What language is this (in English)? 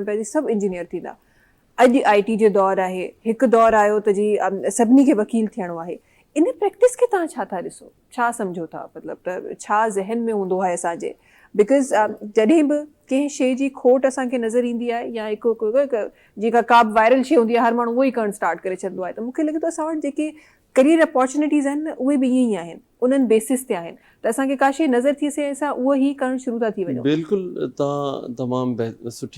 Sindhi